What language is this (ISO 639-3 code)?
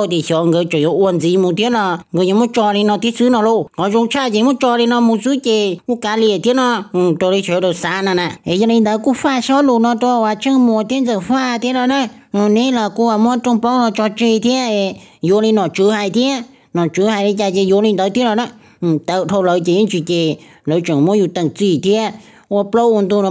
hmn